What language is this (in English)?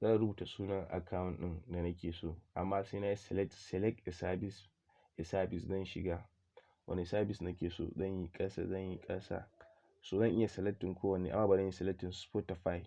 Hausa